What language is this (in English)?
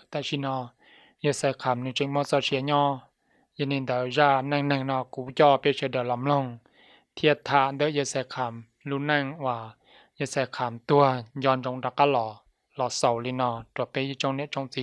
Hmong